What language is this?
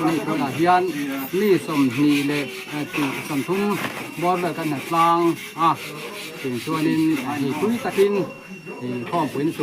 Mizo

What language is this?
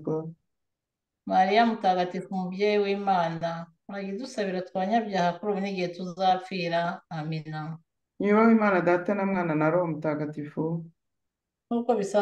Kinyarwanda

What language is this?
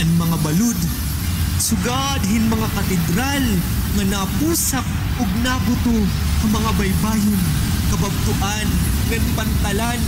Waray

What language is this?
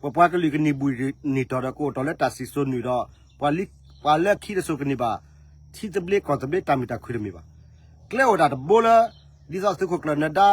S'gaw Karen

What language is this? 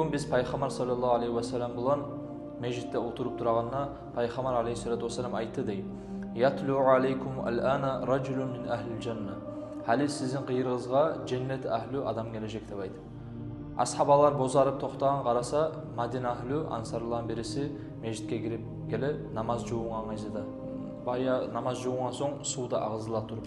Kumyk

